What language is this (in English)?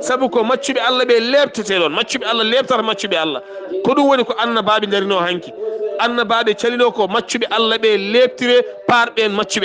Fula